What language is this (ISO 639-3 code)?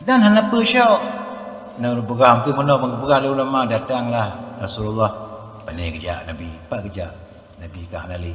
ace